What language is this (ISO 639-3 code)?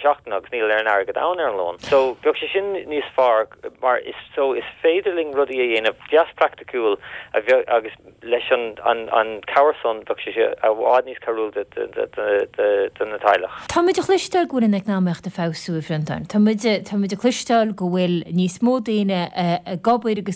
gle